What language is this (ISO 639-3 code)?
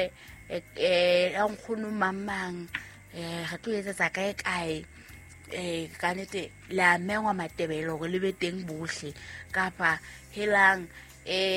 sot